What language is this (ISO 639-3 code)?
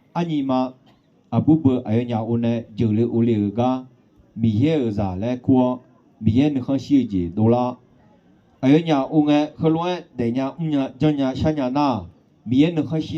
ahk